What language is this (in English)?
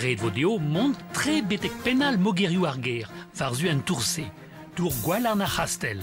Breton